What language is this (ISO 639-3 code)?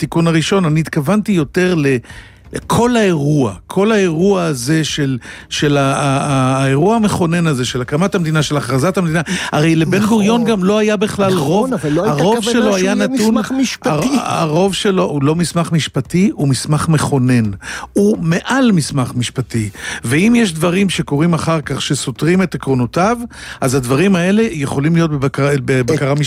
heb